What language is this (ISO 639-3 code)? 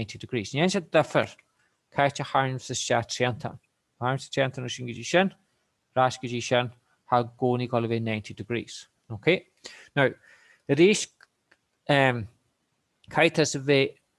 gle